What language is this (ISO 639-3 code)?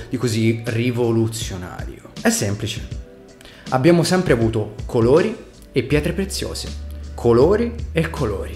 ita